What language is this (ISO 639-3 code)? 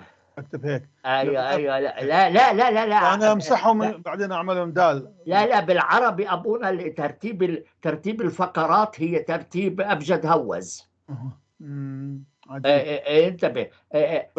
apc